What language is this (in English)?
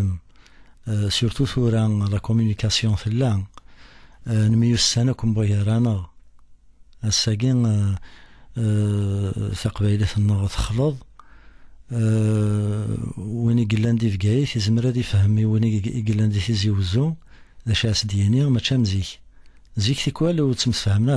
Kabyle